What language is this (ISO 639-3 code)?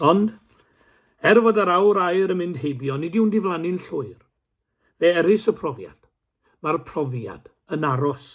cym